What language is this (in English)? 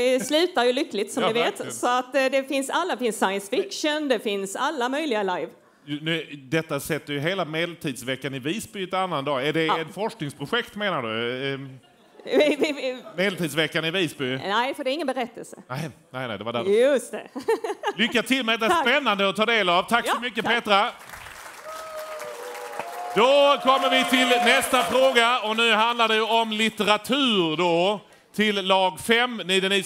Swedish